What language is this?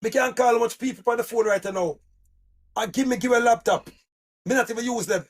Jamaican Creole English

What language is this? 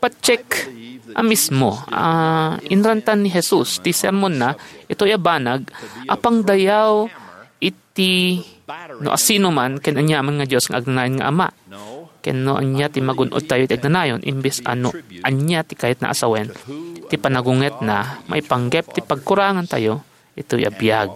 Iloko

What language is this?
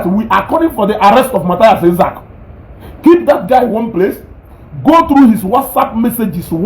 Igbo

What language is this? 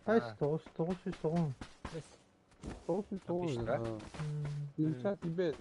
Yakut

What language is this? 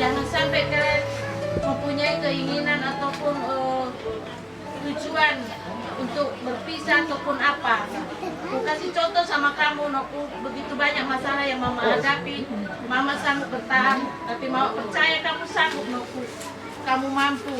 Nias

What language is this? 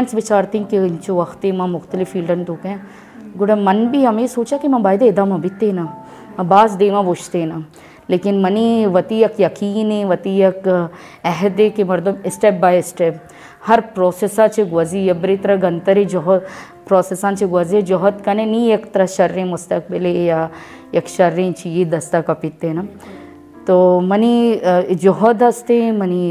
Baluchi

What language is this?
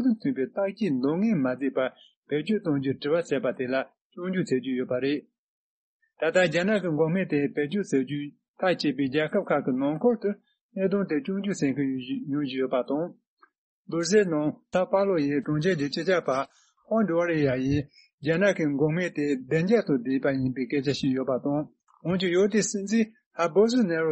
Tibetan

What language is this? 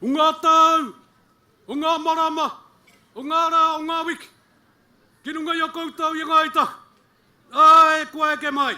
Māori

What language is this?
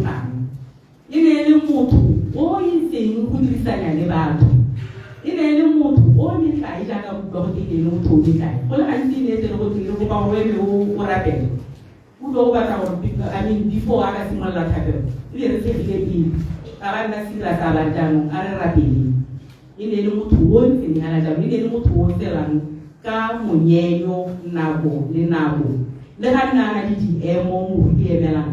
Tswana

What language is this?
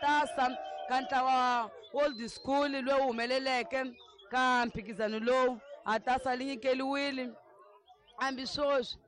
Tsonga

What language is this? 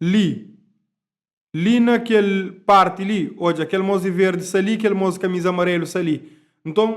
Kabuverdianu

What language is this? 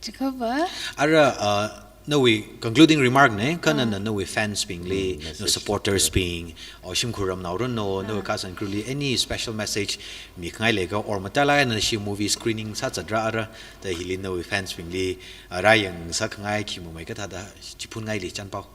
Tangkhul Naga (India)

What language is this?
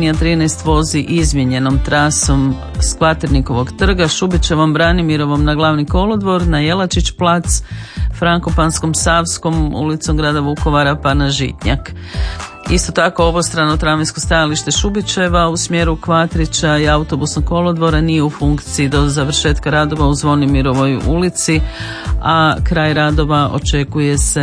Croatian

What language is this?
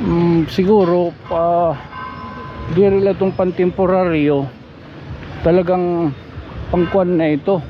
Waray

